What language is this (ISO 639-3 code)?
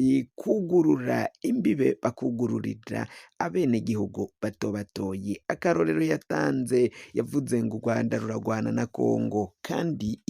run